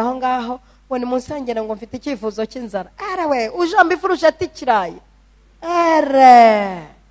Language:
Kinyarwanda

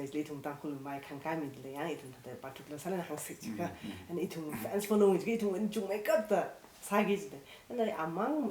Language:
Tangkhul Naga (India)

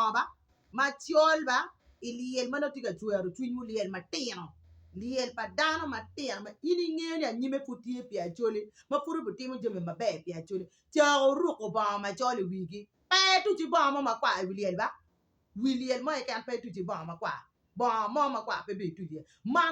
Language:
Acoli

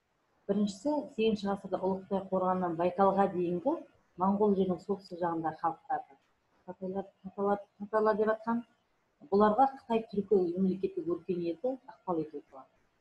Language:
Kazakh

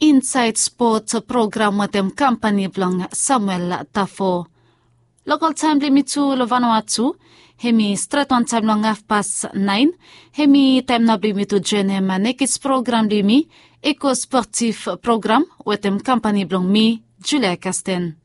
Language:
Bislama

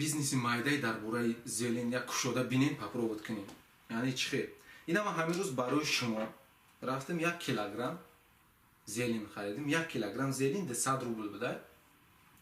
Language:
Tajik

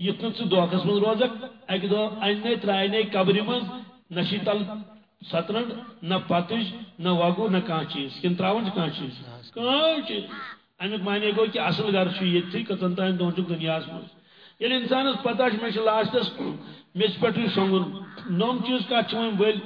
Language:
Kashmiri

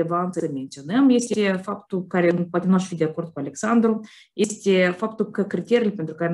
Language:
Romanian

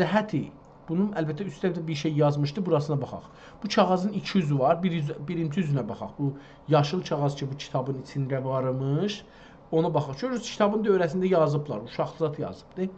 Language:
South Azerbaijani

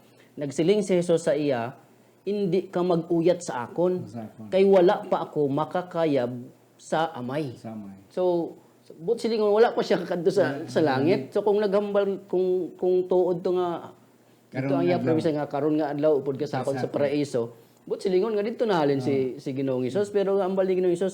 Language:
Hiligaynon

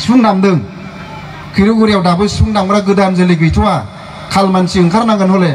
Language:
Bodo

